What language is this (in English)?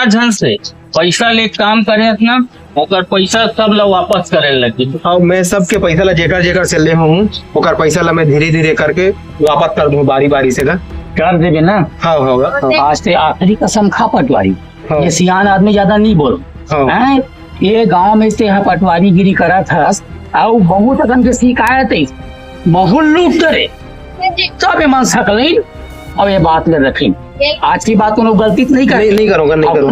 Chhattisgarhi